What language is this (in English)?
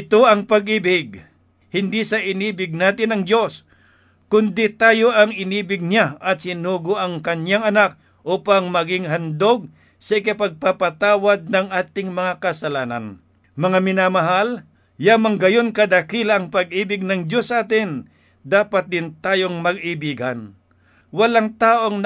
Filipino